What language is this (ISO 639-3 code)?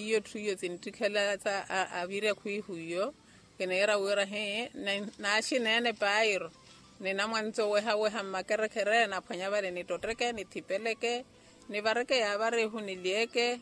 vmw